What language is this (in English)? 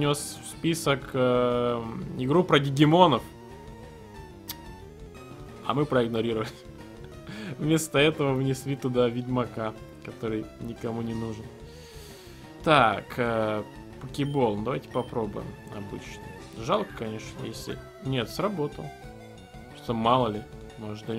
Russian